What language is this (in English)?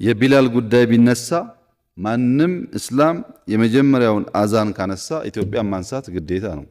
Amharic